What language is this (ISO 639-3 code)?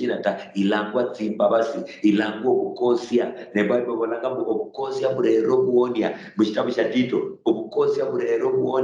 luy